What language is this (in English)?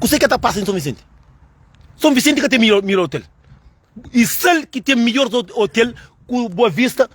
Kabuverdianu